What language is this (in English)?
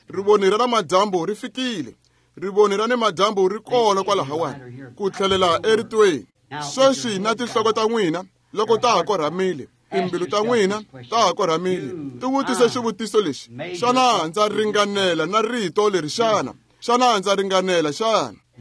Tsonga